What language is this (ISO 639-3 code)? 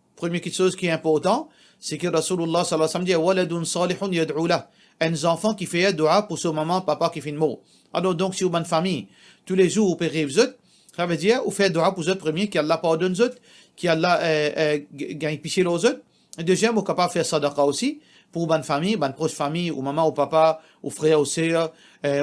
mfe